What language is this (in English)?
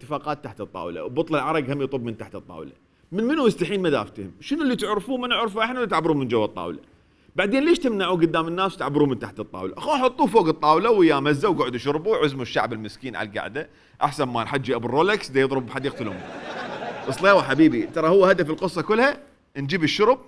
Mesopotamian Arabic